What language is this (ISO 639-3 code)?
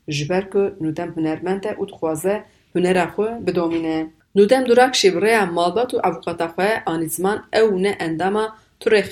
kur